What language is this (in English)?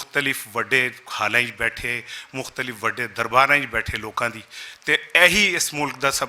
Western Panjabi